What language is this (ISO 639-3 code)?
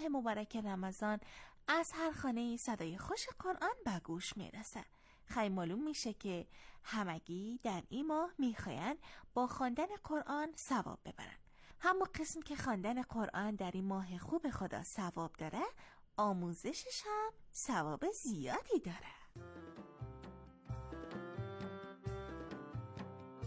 fas